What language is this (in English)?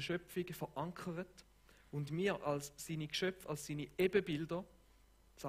Swiss German